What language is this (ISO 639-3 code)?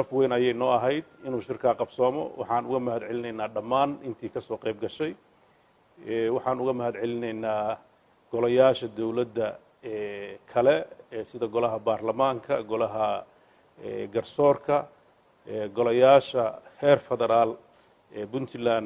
som